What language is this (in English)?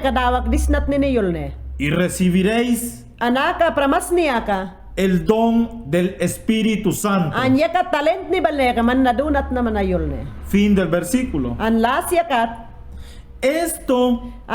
Mayangna